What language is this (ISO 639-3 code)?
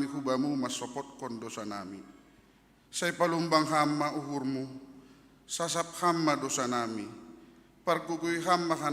bts